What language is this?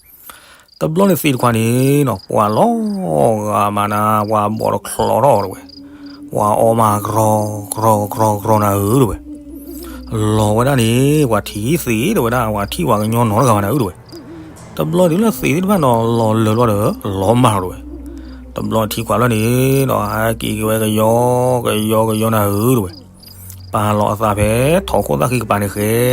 S'gaw Karen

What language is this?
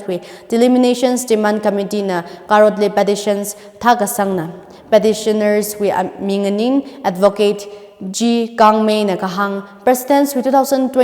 Tangkhul Naga (India)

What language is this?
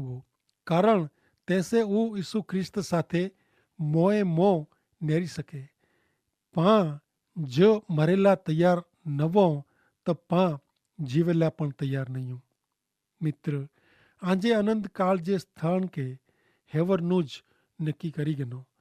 Kachhi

